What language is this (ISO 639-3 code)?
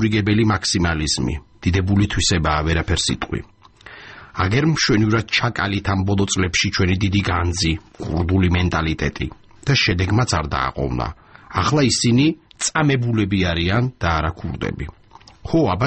kat